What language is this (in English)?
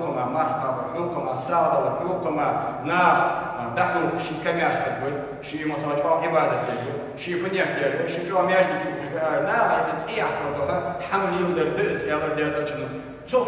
Ingush